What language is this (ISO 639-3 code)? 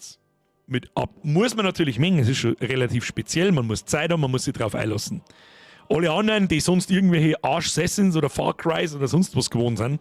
bar